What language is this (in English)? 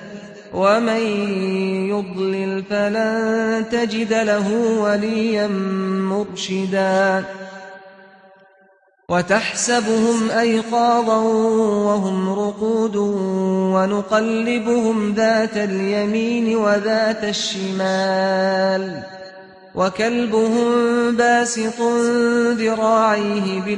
Arabic